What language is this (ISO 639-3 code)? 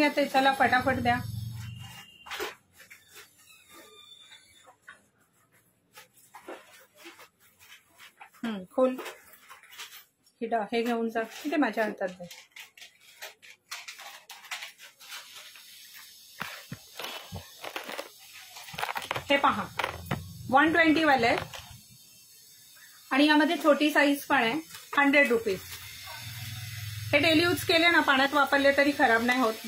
mar